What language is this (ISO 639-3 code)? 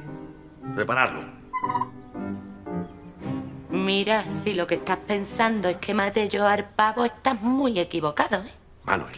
spa